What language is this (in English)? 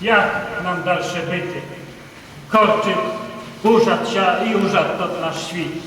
Rusyn